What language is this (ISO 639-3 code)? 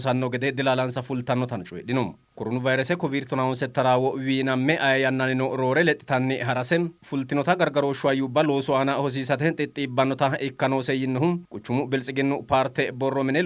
sid